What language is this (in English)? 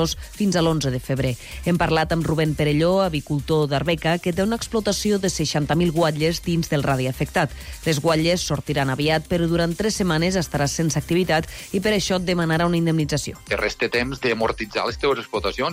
Catalan